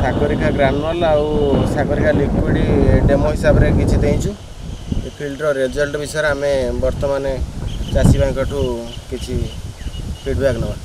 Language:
Odia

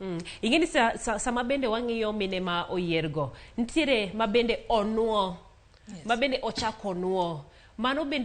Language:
Luo (Kenya and Tanzania)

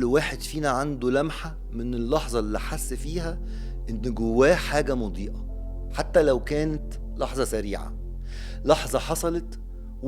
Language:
Egyptian Arabic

